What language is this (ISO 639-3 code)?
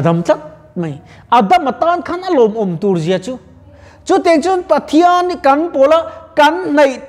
lus